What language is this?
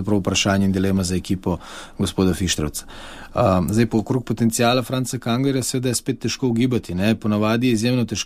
Slovenian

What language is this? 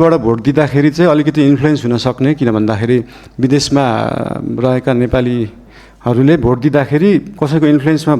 Nepali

